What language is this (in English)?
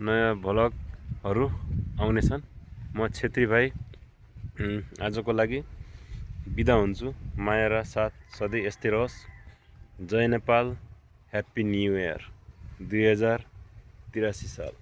Nepali